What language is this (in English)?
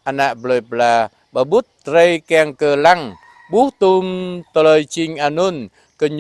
Jarai